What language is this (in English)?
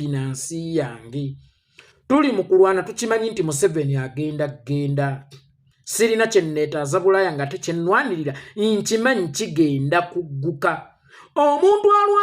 Ganda